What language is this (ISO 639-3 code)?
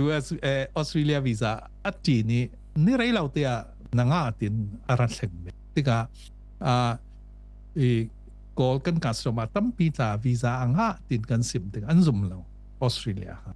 cfm